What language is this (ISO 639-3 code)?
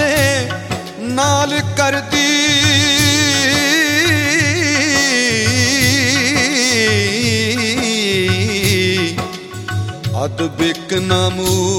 pan